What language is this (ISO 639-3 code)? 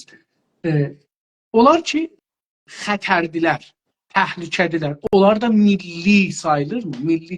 azb